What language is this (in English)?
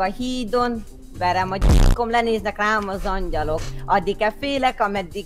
Hungarian